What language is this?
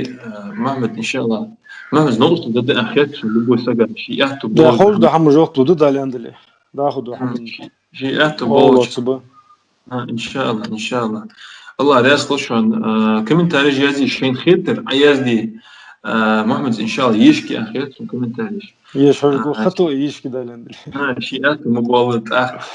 Ingush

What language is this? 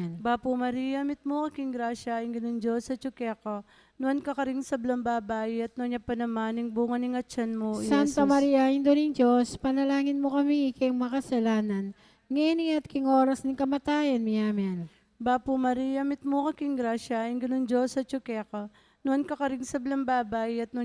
Pampanga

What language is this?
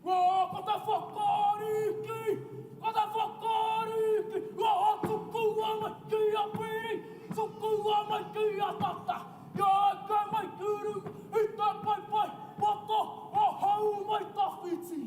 Māori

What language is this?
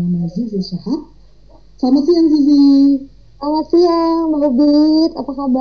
Indonesian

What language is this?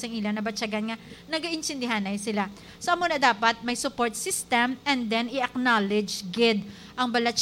Hiligaynon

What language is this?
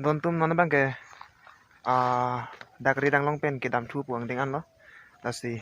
Karbi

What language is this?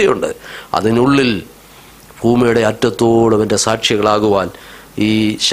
Malayalam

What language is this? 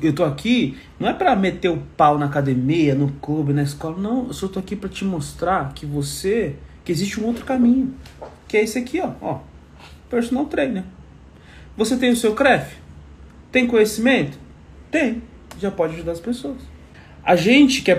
Portuguese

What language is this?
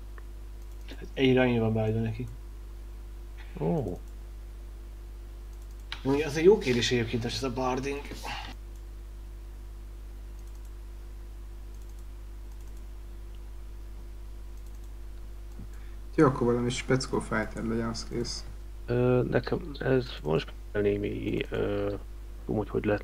Hungarian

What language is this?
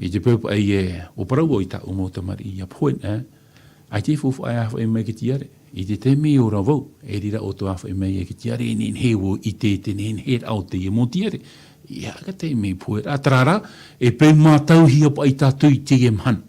Tahitian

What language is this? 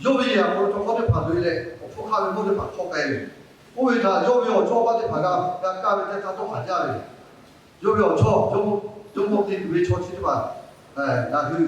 Lahu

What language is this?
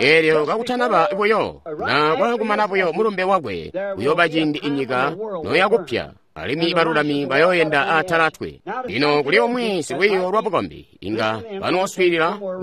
Tonga (Zambia)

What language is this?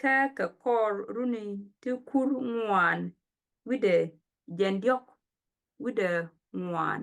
Nuer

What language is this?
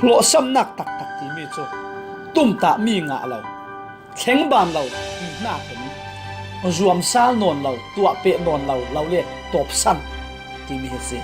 Falam Chin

